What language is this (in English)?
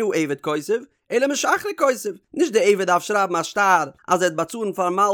Yiddish